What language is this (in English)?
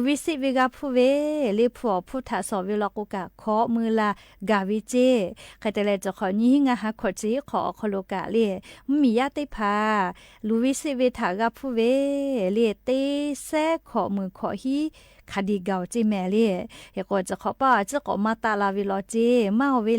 Lahu